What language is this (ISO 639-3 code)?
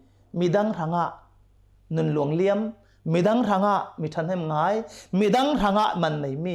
cnh